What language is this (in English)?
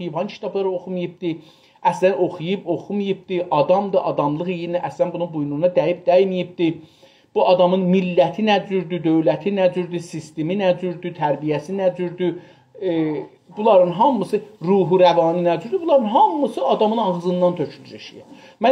South Azerbaijani